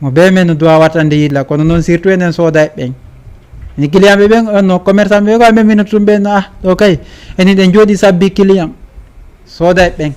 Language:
Fula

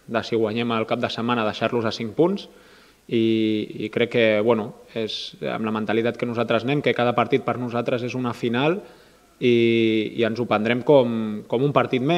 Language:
Catalan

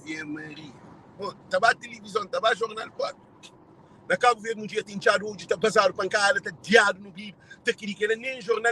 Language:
Kabuverdianu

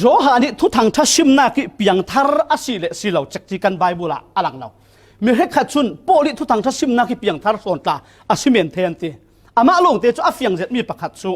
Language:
Falam Chin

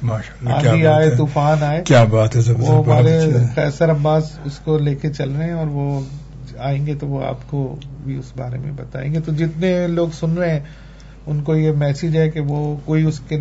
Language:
Urdu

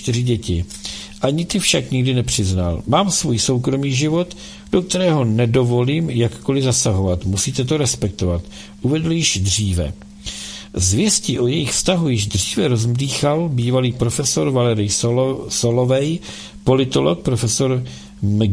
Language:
Czech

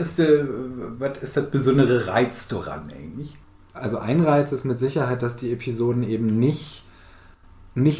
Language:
Low German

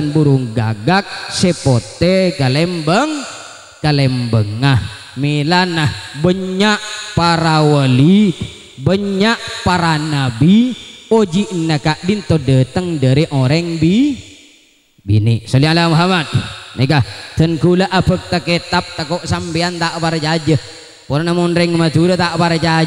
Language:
Madurese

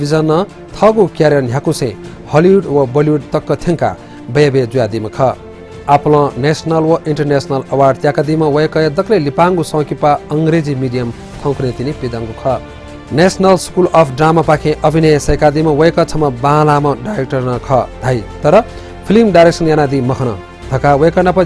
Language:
Newari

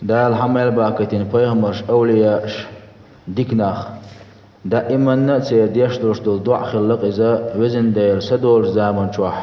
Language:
Chechen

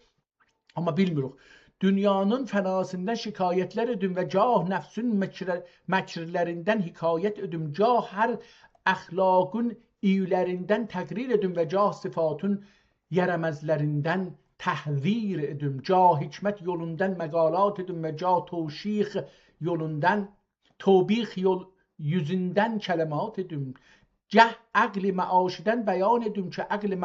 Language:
South Azerbaijani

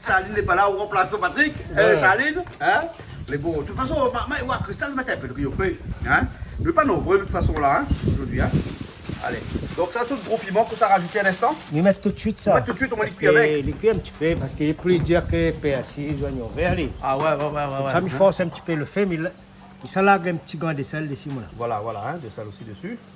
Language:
Réunion Creole French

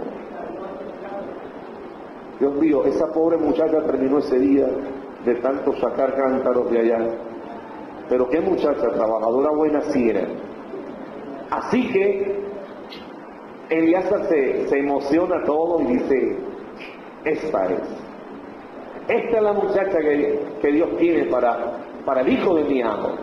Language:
Spanish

